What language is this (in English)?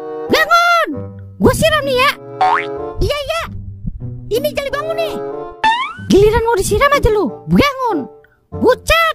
Betawi